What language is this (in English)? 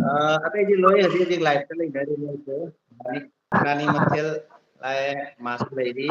Manipuri